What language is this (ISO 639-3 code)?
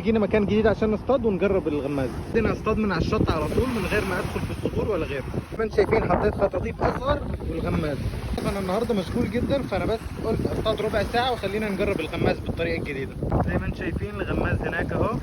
arz